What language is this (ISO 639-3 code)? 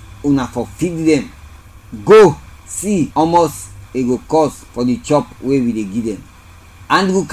kri